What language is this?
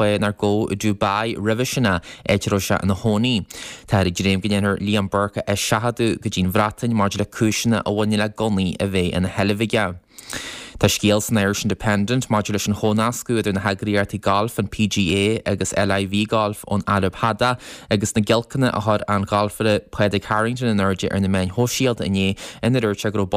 Irish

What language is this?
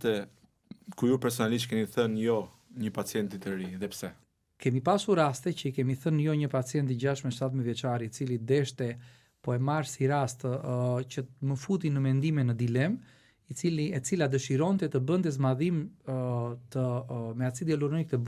Albanian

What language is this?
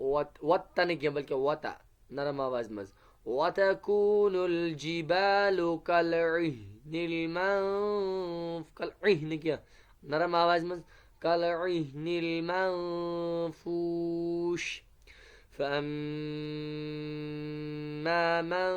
Kashmiri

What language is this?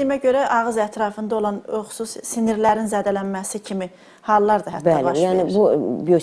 Azerbaijani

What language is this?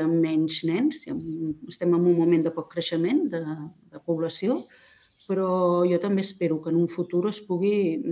Catalan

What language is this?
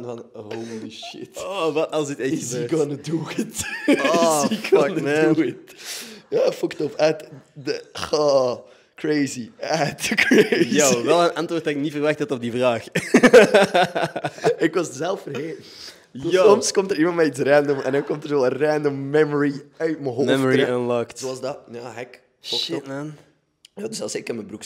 Dutch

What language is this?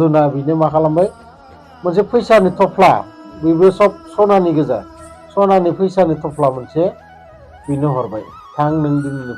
Bodo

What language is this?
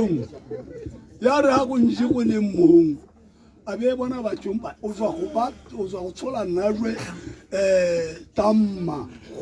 Tswana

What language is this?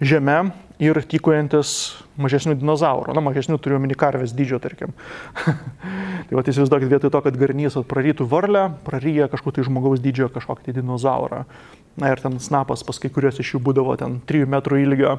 Lithuanian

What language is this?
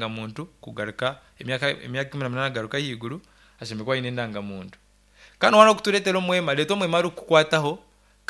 Nyankole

